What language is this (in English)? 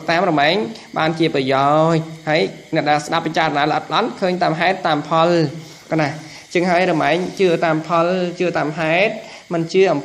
Khmer